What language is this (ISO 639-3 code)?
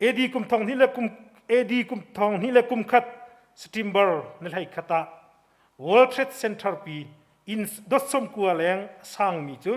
cnh